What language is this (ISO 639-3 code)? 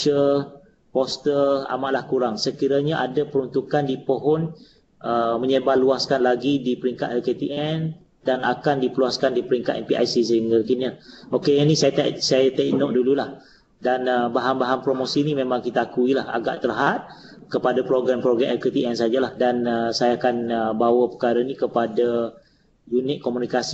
msa